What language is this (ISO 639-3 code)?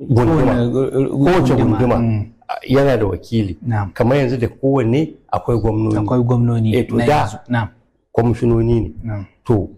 hau